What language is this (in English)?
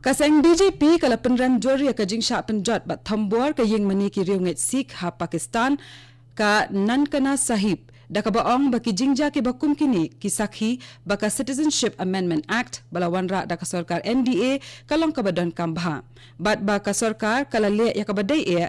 Khasi